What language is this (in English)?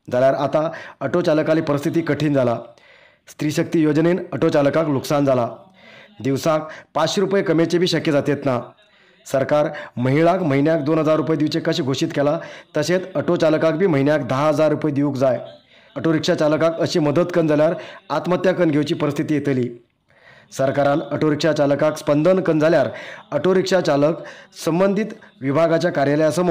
Konkani